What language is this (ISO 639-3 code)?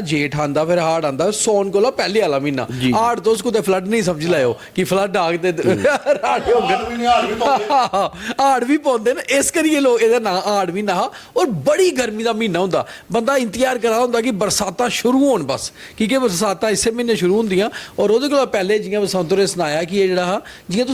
doi